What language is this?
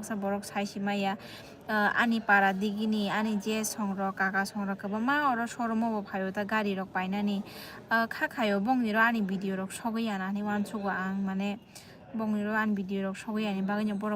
Kok Borok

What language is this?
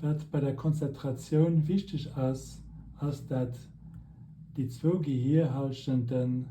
Luxembourgish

